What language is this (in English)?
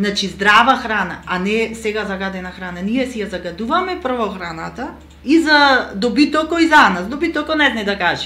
Macedonian